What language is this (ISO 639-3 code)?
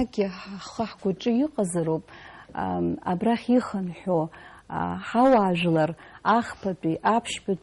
abk